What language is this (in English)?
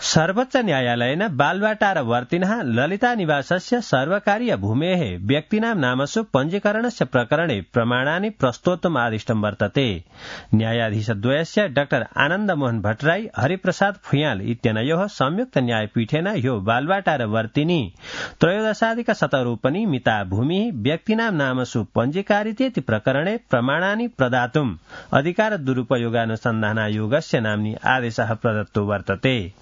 Sanskrit